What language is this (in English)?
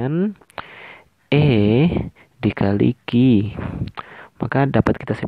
Indonesian